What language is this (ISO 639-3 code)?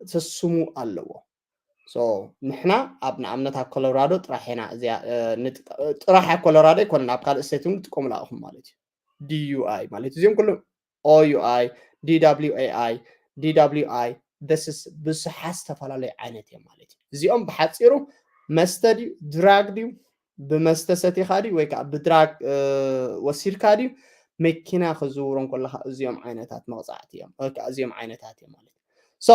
tir